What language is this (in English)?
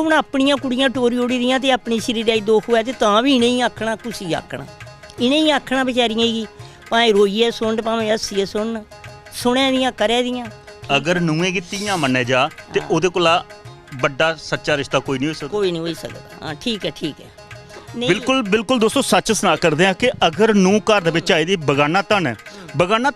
Dogri